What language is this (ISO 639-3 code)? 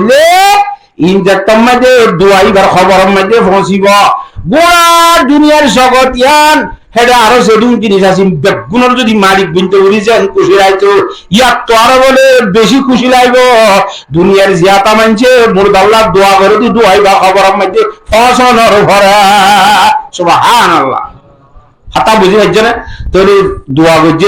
rhg